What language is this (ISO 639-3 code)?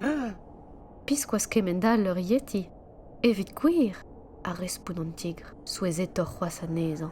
bre